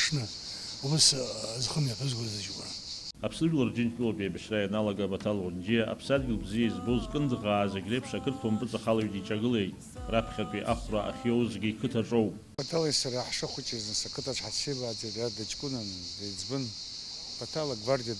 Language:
Abkhazian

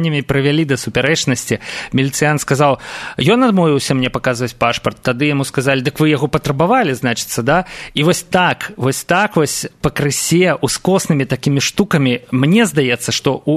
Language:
Belarusian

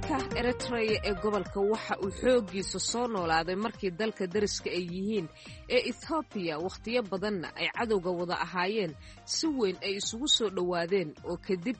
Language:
Somali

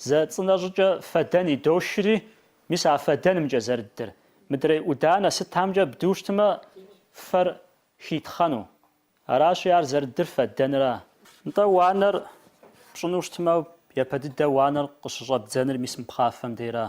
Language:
Kabardian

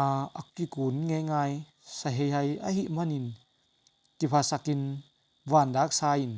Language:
Tedim Chin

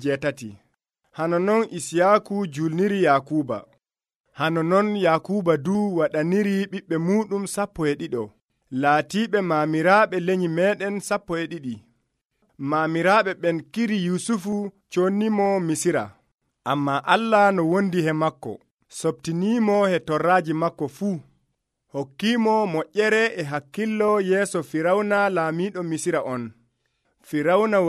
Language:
Nigerian Fulfulde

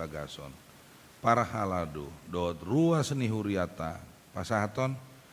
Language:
Batak Toba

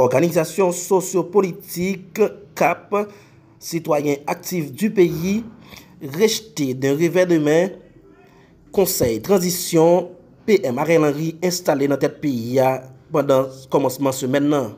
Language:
Haitian Creole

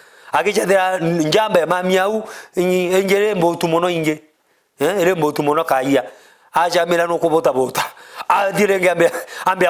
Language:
Meru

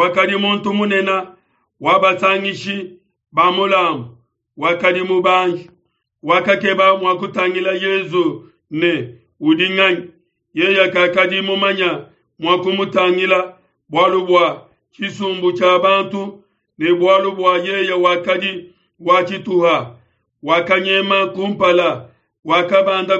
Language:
Luba-Lulua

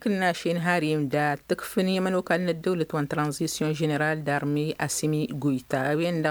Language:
Tamasheq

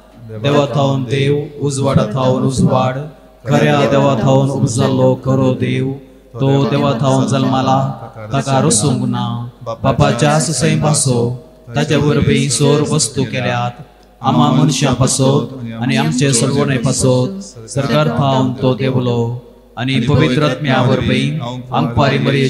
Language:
Konkani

